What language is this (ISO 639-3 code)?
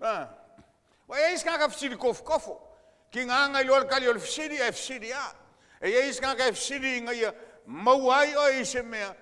smo